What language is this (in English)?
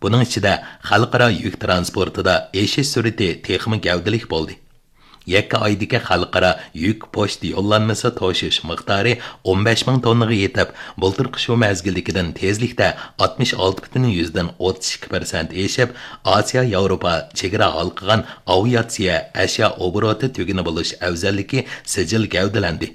Uyghur